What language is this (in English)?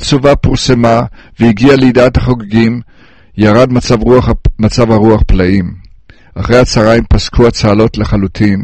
Hebrew